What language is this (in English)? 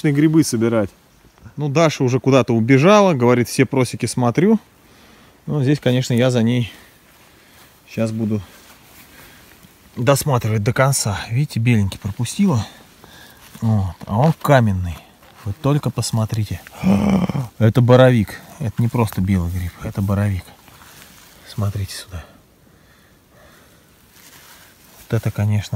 Russian